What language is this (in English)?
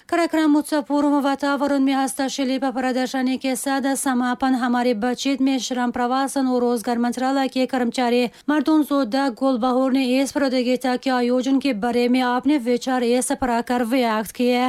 Tajik